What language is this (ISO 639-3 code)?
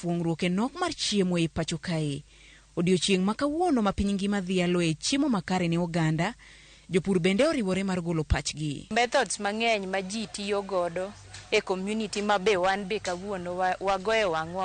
luo